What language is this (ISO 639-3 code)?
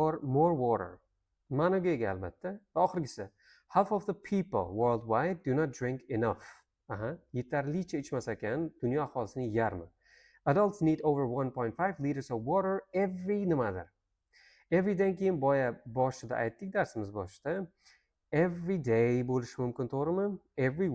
uzb